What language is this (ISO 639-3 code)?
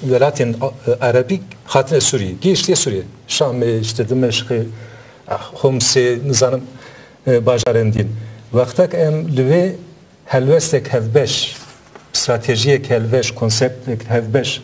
kur